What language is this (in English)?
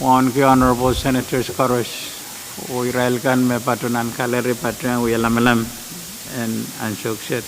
Pohnpeian